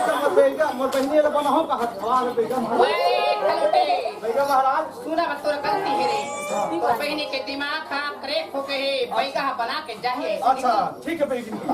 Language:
Chhattisgarhi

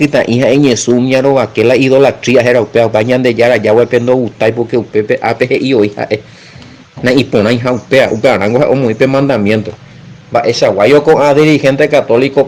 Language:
Guarani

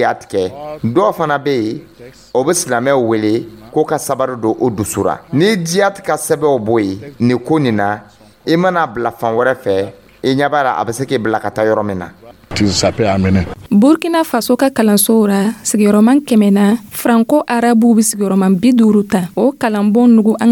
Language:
Dyula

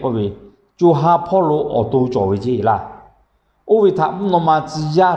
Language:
Lahu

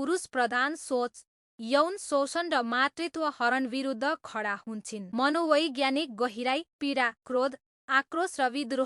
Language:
Nepali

